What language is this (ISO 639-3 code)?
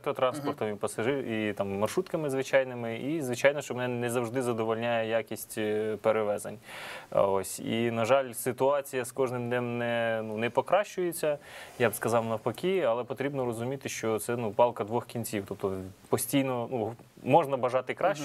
ukr